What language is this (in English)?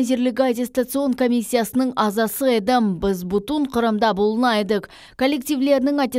Crimean Tatar